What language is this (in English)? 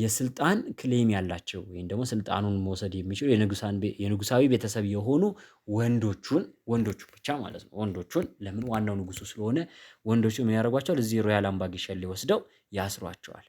Amharic